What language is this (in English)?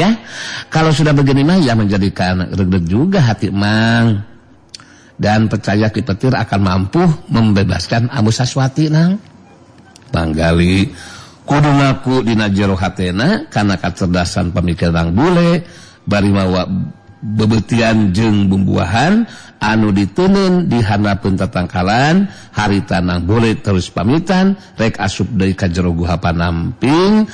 Sundanese